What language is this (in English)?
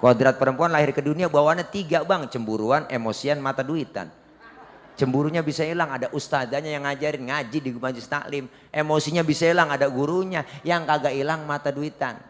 Betawi